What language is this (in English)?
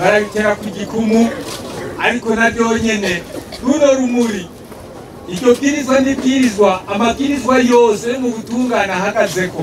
Rundi